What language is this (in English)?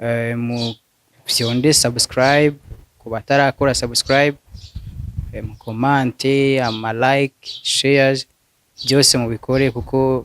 Rundi